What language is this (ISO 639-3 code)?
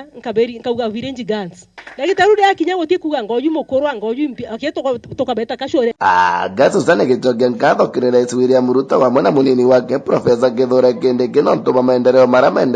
mer